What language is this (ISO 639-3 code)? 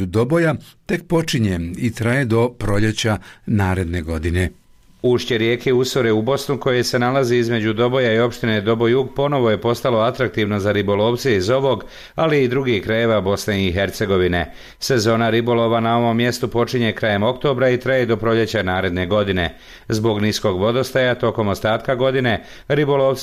bos